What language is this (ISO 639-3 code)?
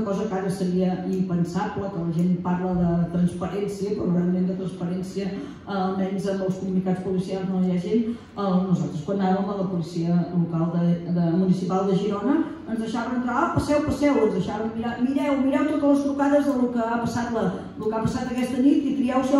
cat